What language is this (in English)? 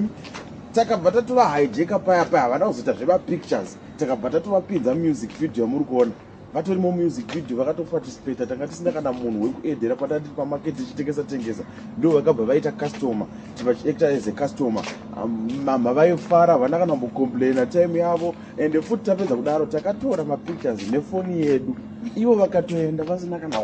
Shona